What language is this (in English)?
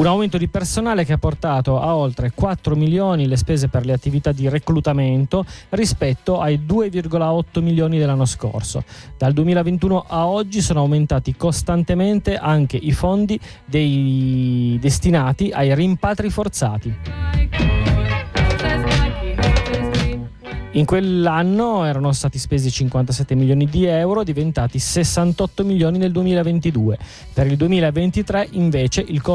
Italian